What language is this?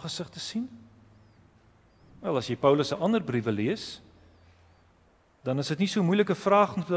Afrikaans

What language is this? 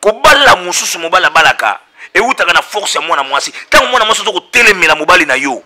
Lingala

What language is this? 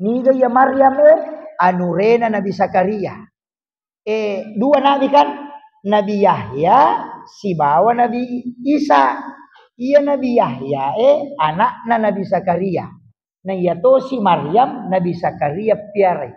Buginese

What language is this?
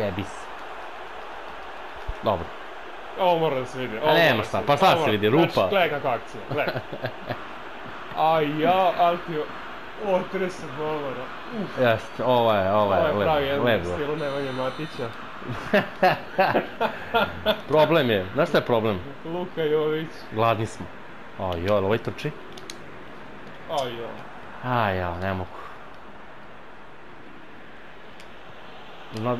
Serbian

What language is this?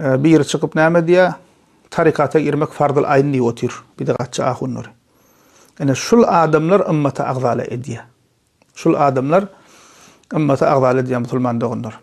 Turkmen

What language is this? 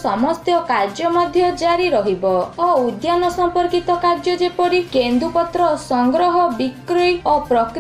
Odia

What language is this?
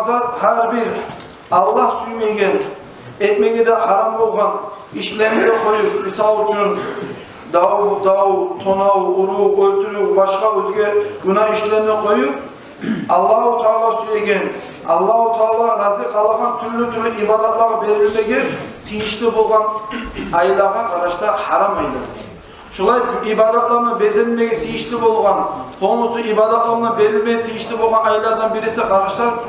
Kumyk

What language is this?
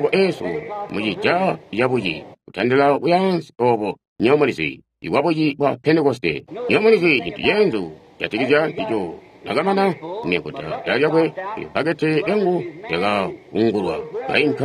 Tonga (Zambia)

